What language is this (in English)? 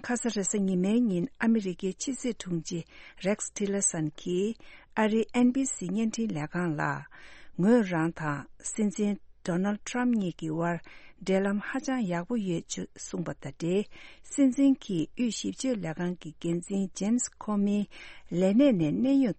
Tibetan